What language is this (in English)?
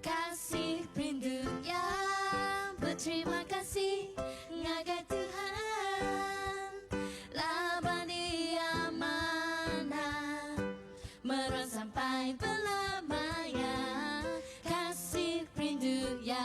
Iban